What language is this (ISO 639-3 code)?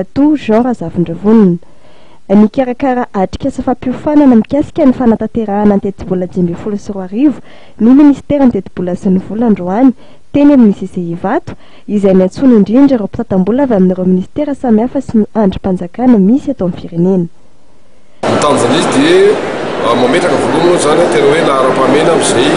mlg